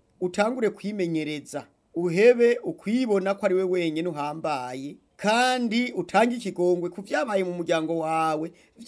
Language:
Rundi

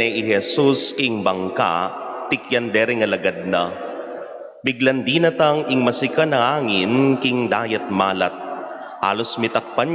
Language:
Pampanga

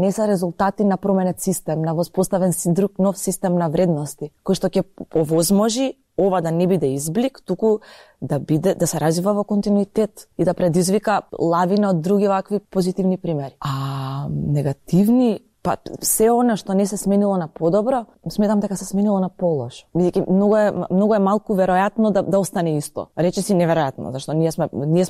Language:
Macedonian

